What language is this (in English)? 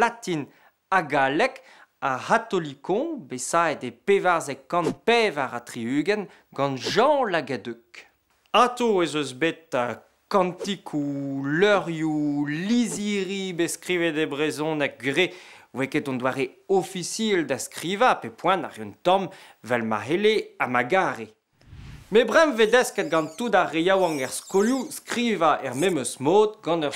Breton